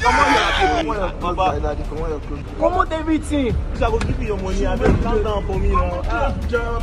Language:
Nigerian Pidgin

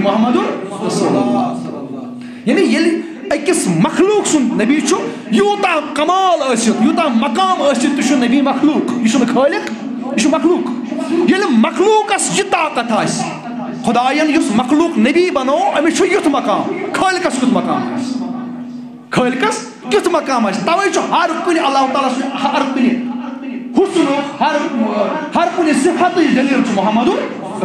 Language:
Kashmiri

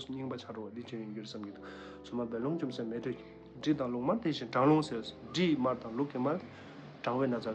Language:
Tibetan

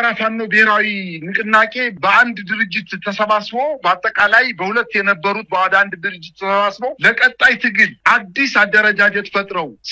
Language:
Amharic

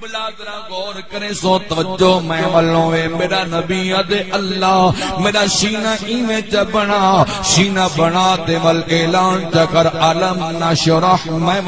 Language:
Saraiki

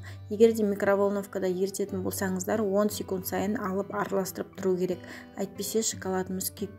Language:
Kazakh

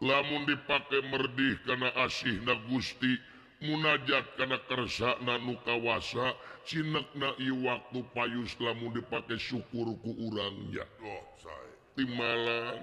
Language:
Sundanese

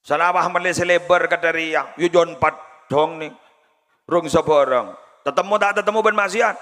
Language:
Madurese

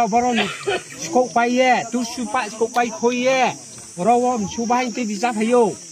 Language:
Riang (India)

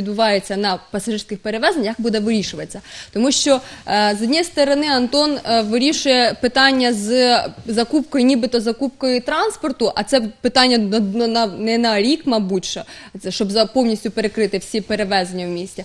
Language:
Ukrainian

